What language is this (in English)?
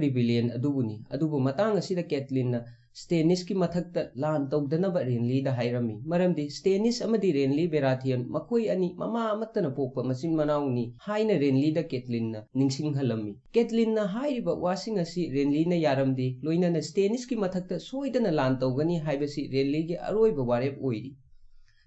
Manipuri